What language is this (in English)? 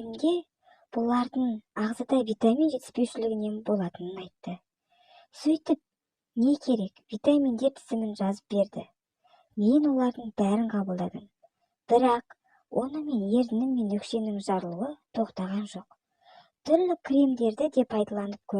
Kazakh